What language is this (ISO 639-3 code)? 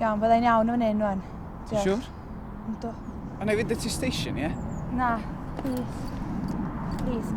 cym